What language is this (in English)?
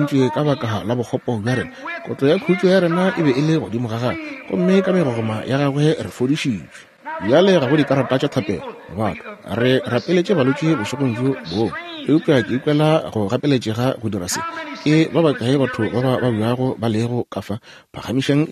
Northern Sotho